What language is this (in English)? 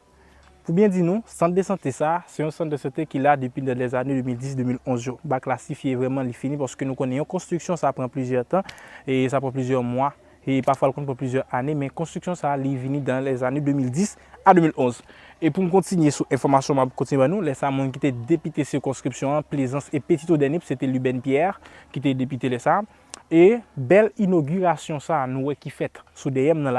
Haitian Creole